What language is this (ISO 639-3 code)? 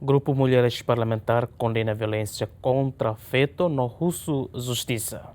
tet